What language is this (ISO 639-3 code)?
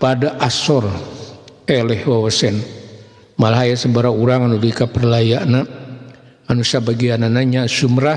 sun